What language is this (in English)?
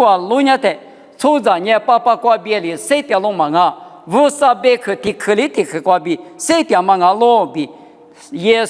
Lisu